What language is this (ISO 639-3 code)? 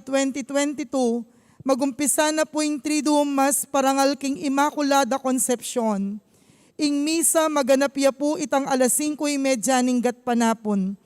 pam